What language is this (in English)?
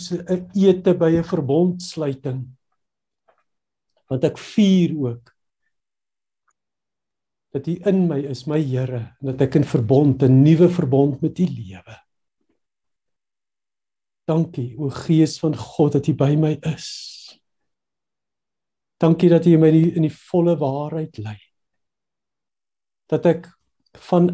Afrikaans